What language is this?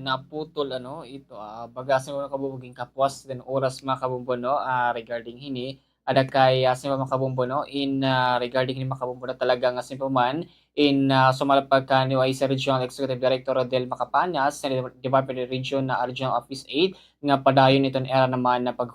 Waray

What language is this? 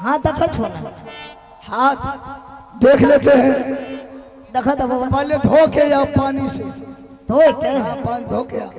Maithili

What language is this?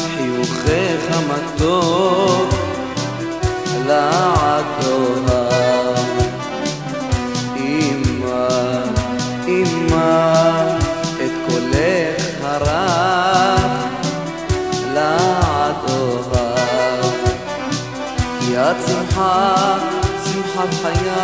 Hebrew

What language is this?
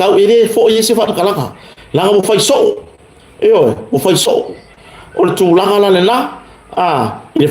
Samoan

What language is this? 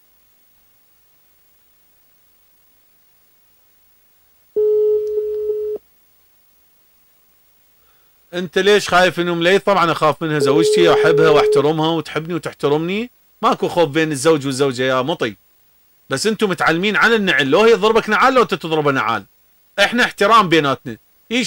Mesopotamian Arabic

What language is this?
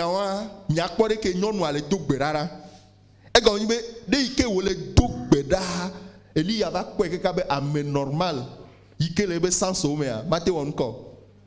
Ewe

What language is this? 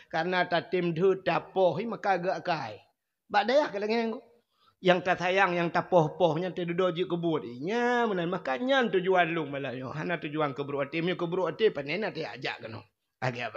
Achinese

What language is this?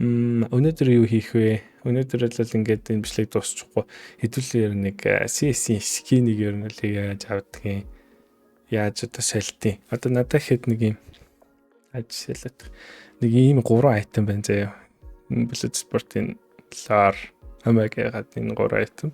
Mongolian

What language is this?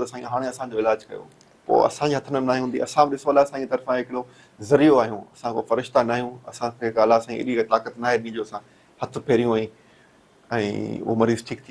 Sindhi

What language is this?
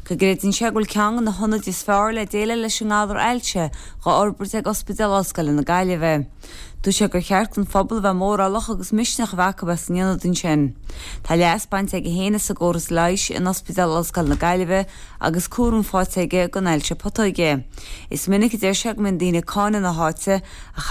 Irish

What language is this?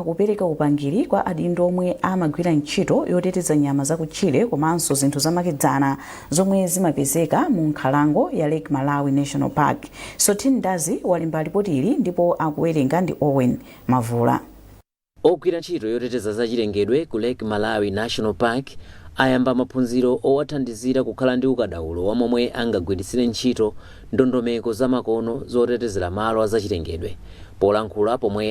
Nyanja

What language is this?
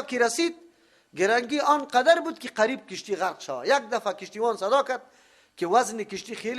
Persian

